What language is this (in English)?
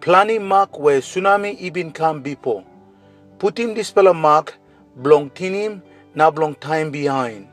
Tok Pisin